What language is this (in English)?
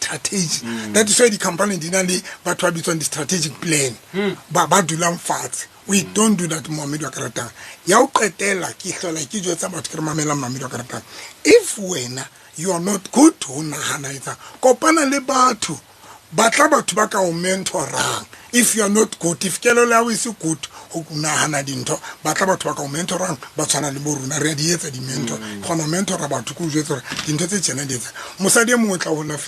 Southern Sotho